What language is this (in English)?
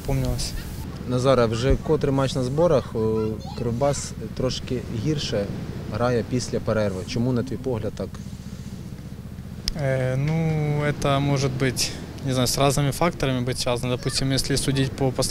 Ukrainian